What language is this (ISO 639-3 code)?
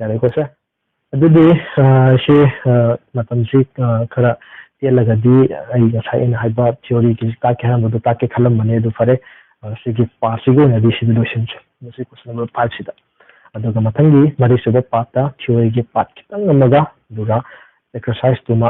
mni